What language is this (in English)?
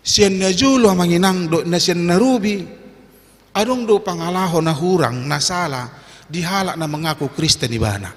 Batak Toba